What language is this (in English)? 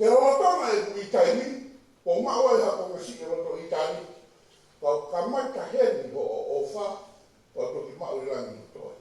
Tongan